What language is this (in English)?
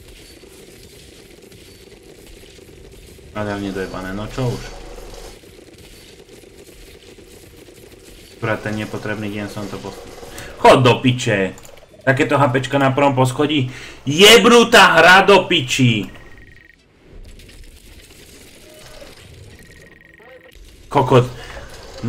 Slovak